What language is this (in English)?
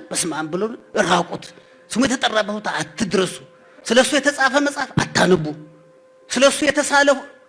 Amharic